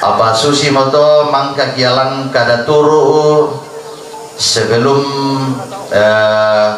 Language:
Toraja-Sa'dan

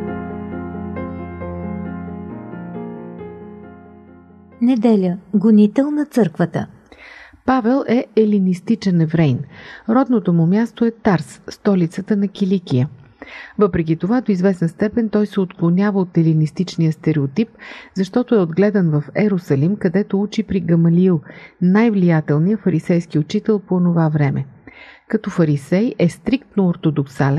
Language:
Bulgarian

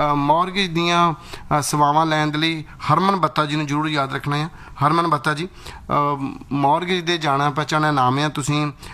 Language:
Punjabi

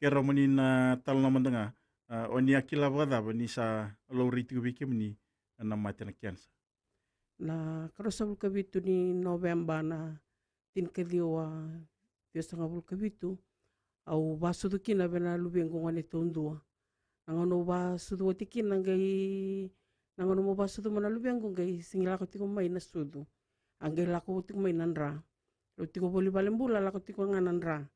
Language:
Fijian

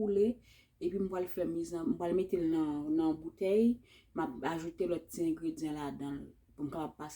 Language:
Haitian Creole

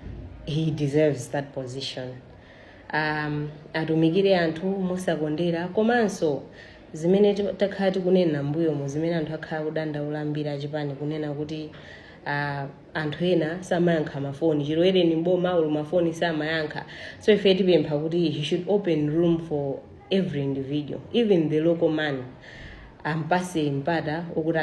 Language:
Nyanja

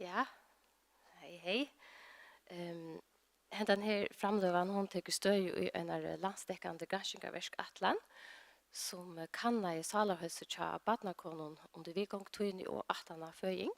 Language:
Faroese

